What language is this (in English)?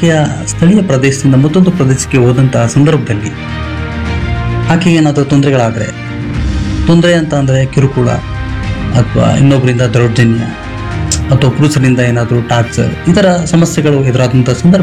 Kannada